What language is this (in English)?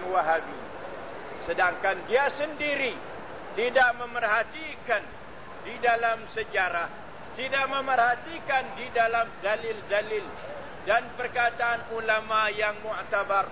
Malay